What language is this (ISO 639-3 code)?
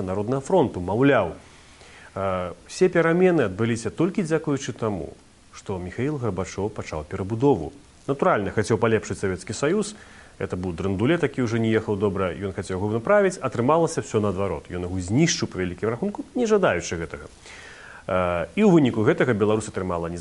bel